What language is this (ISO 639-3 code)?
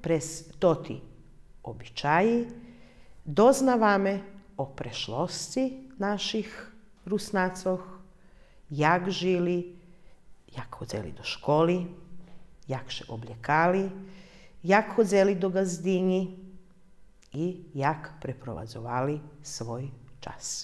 rue